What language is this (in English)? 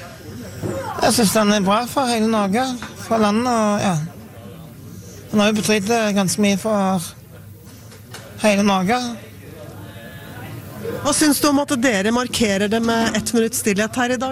Norwegian